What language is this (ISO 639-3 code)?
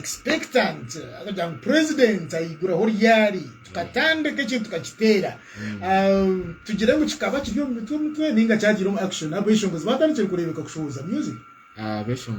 nyn